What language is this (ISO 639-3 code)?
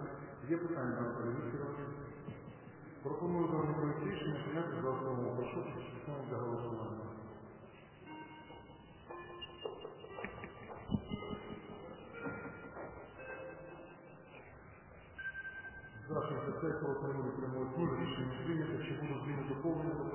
ukr